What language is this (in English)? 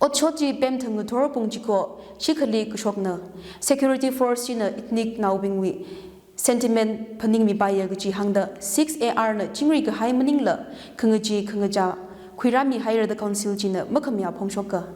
Tangkhul Naga (India)